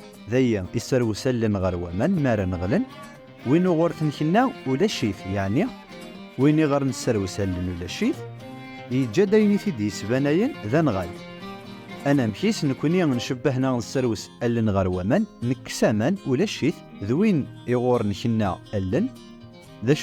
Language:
Kabyle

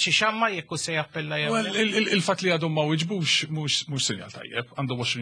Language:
Maltese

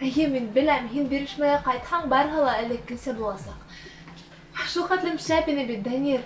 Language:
Bashkir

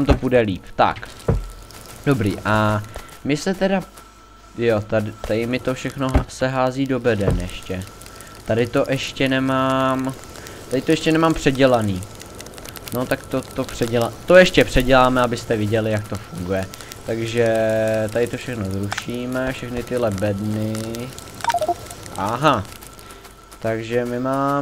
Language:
Czech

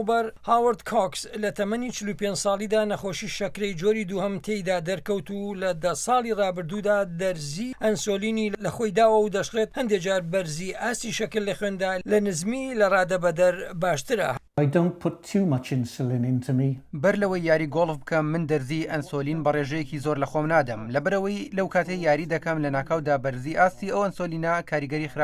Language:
Central Kurdish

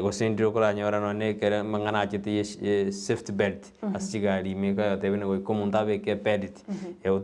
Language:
Gusii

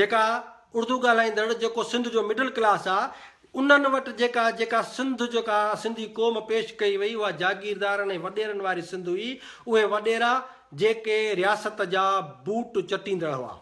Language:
Sindhi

